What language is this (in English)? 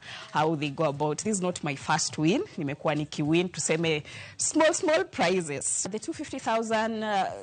Luo (Kenya and Tanzania)